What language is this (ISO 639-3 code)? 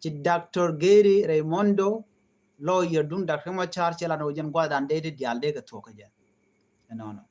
nus